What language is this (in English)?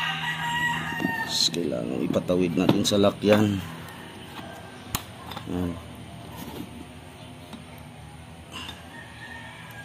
Filipino